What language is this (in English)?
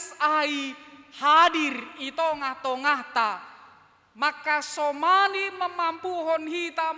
Batak Simalungun